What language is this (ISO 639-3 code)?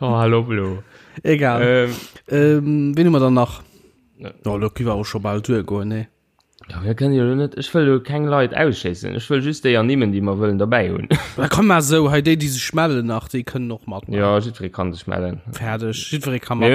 ltz